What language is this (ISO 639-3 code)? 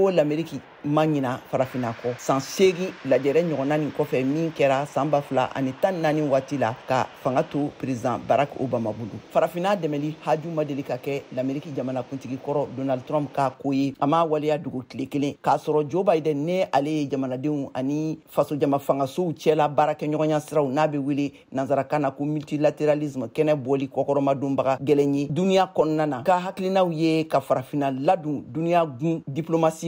bam